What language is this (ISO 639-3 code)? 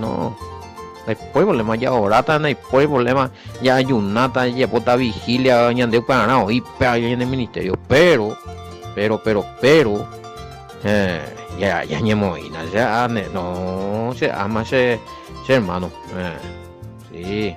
grn